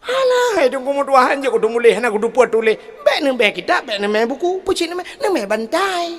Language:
Achinese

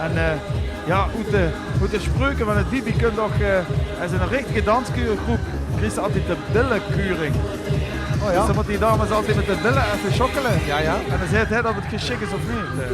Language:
Limburgish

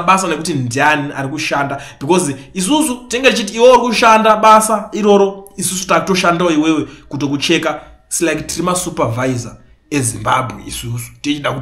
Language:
Shona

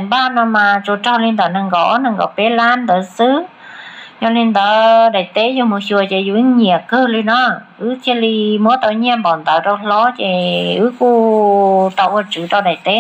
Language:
Hmong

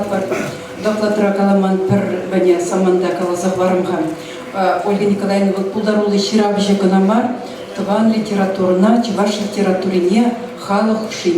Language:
Chuvash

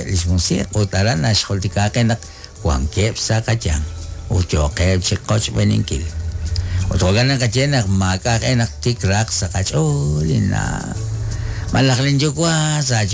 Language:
Kekchí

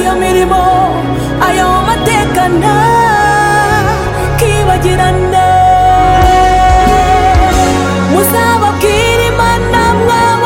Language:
Kinyarwanda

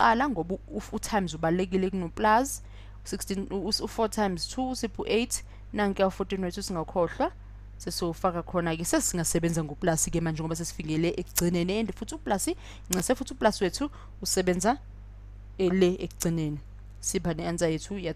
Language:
Zulu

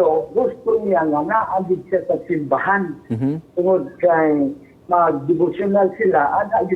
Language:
Cebuano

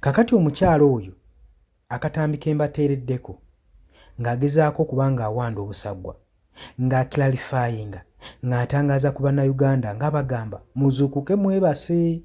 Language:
Ganda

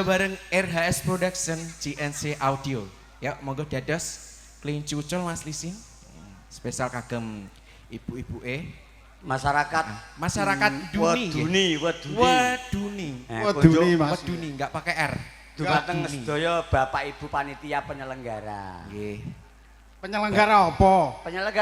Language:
Javanese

